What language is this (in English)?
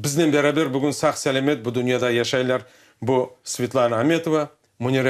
Crimean Tatar